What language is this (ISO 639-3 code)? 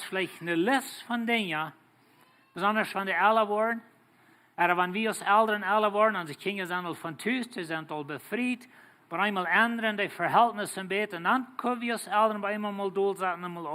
pdt